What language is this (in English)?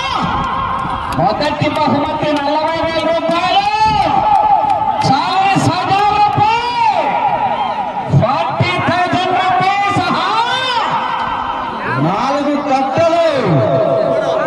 Telugu